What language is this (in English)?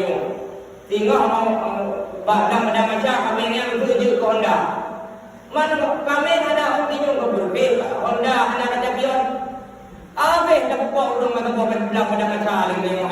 Achinese